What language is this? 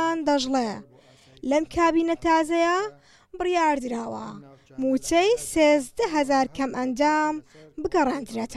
Central Kurdish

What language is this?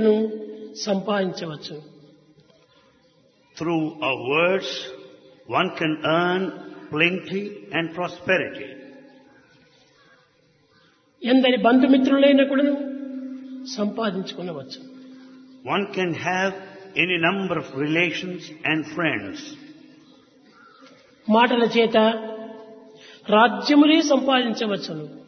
Telugu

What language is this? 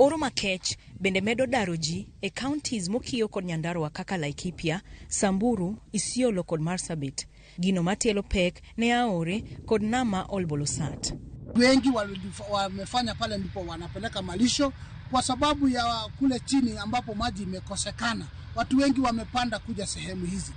Luo (Kenya and Tanzania)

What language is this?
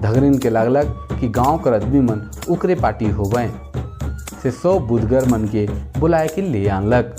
Sadri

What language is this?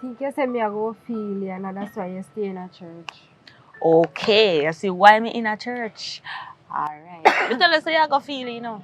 Jamaican Creole English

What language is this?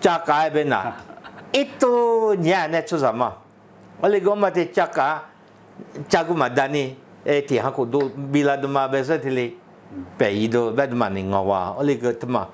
Lisu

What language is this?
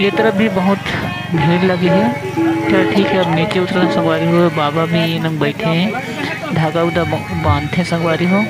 Chhattisgarhi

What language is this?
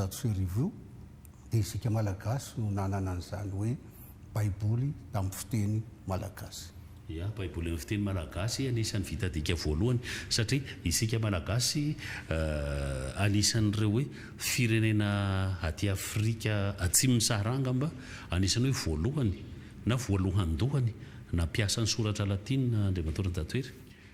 Malagasy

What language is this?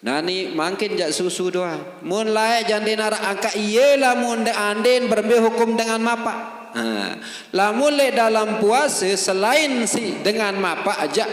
Sasak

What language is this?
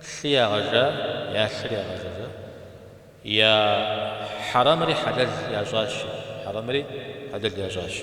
Kabardian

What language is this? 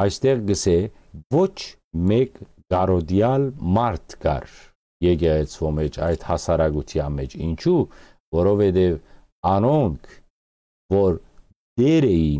Western Armenian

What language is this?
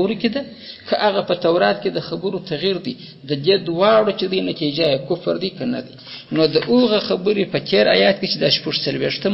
Pashto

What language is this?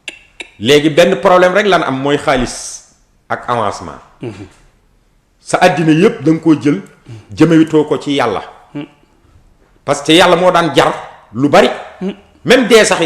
Wolof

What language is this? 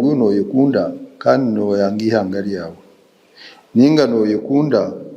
Nyankole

